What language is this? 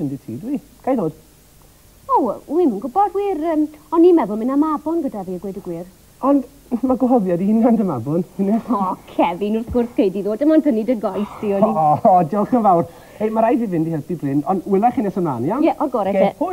Welsh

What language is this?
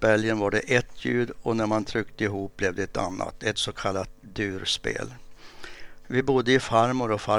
Swedish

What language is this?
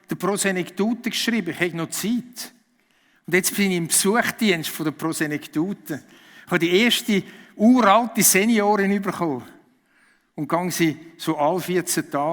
Swiss German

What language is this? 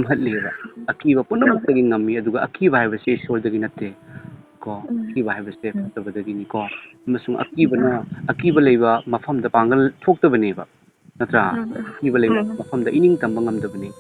Manipuri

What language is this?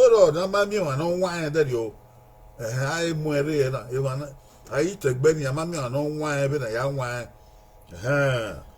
Bini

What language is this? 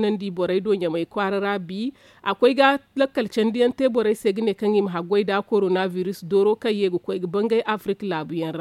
Zarma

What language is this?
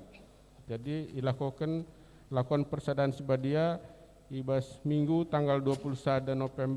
Batak Karo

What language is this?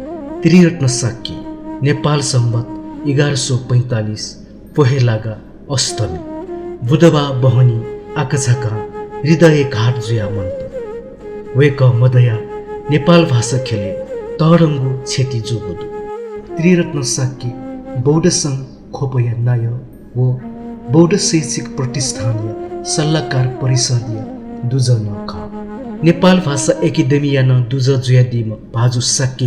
Newari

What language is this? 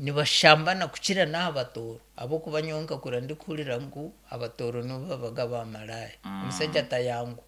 Nyankole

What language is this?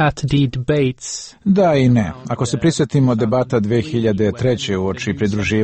Croatian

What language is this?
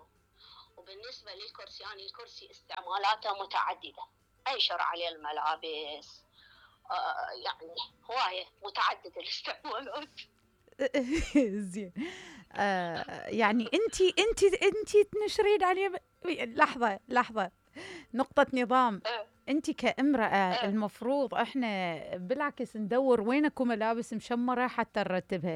Mesopotamian Arabic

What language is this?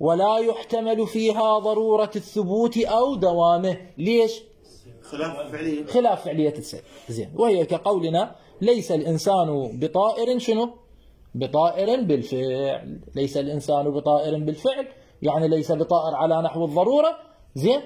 Mesopotamian Arabic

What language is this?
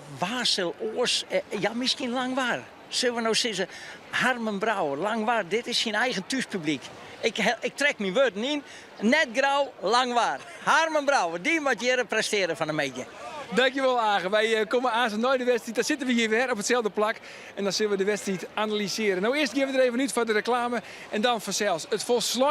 Western Frisian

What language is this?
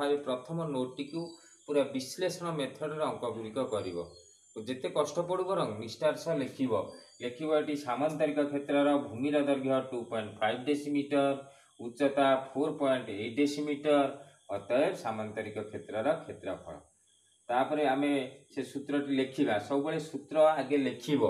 Odia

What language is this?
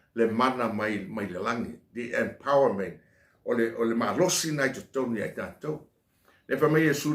Samoan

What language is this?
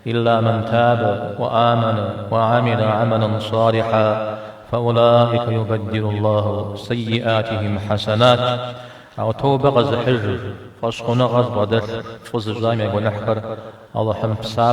Kabardian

